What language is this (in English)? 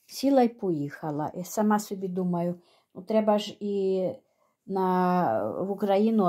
Ukrainian